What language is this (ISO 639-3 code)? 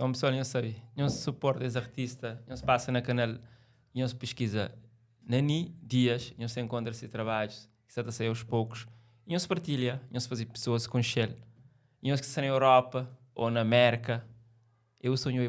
kea